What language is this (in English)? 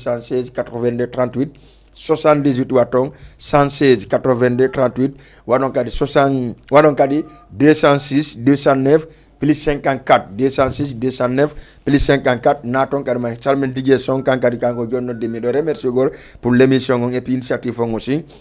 Fula